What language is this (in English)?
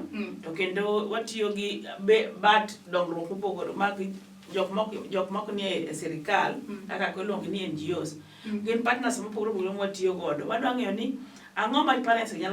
Luo (Kenya and Tanzania)